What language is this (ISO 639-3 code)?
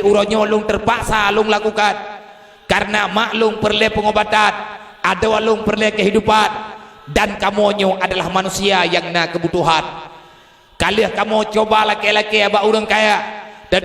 ace